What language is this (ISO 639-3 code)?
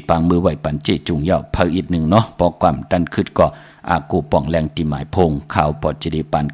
shn